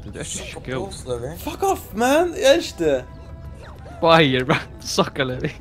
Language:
Faroese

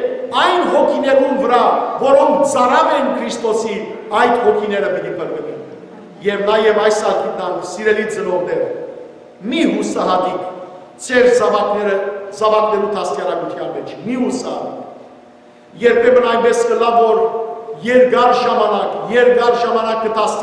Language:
Western Armenian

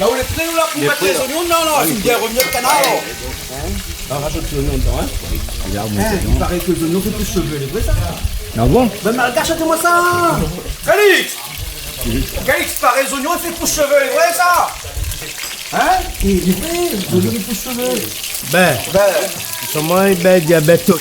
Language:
Réunion Creole French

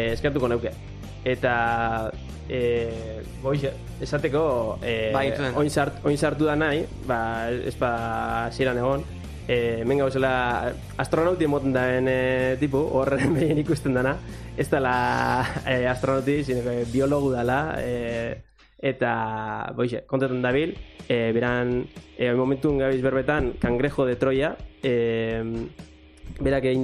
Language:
Basque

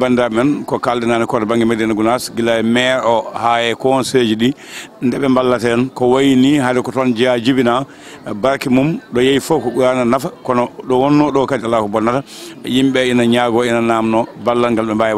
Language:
Fula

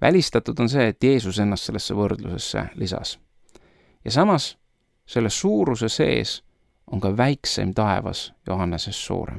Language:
Estonian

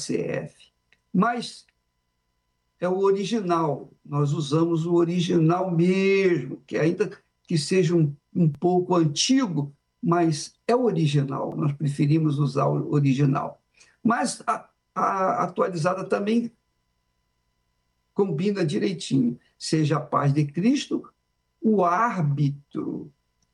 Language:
Portuguese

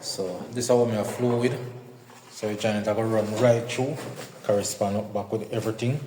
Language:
Jamaican Creole English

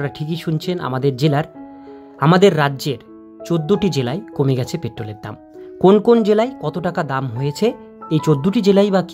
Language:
Bangla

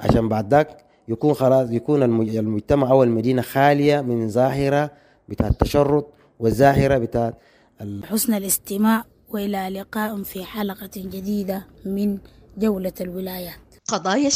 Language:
Sudanese Arabic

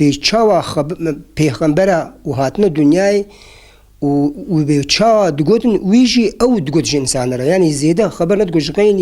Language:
Kurdish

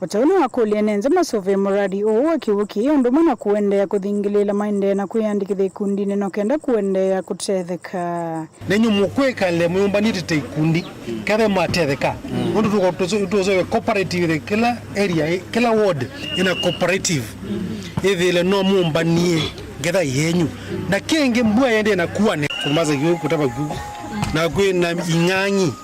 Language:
Kamba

